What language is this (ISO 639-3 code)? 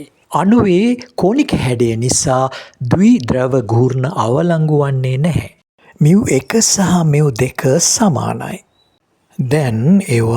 sin